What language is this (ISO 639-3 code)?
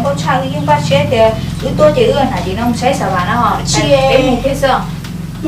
hmn